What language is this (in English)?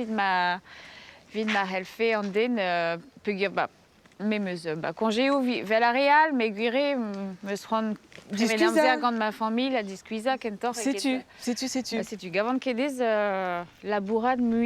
Breton